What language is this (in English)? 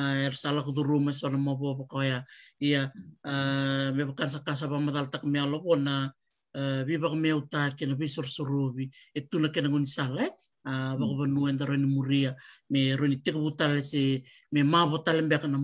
Fijian